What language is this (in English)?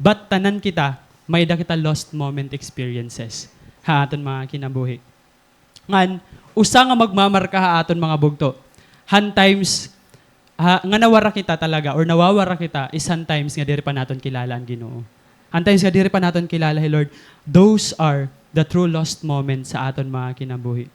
Waray